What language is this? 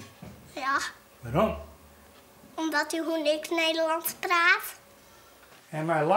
Western Frisian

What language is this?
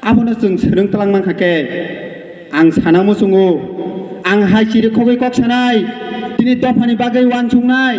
Kok Borok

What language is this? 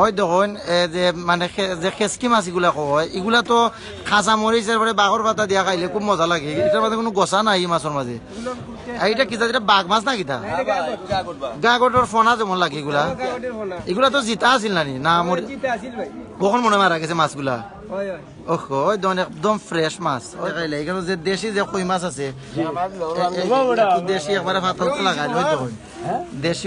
Sylheti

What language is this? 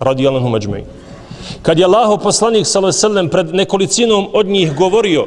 Bosnian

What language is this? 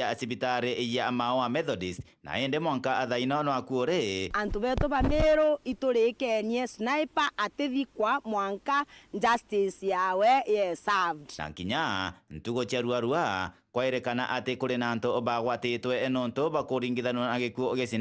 Meru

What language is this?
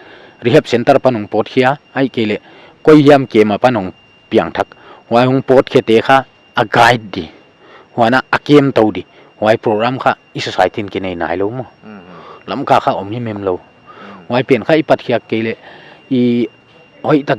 Paite Chin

